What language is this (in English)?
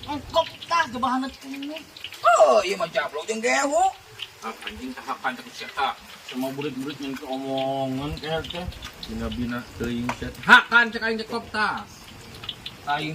Sundanese